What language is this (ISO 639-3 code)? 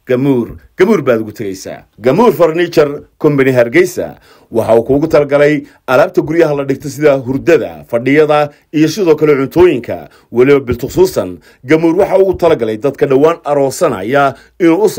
som